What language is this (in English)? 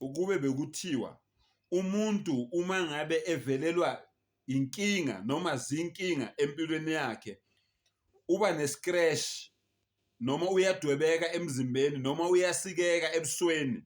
Zulu